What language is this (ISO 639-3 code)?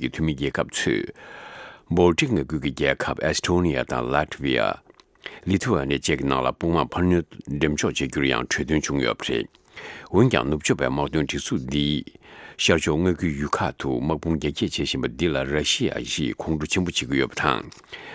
bod